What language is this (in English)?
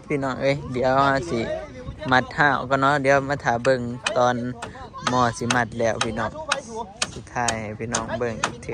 Northeastern Thai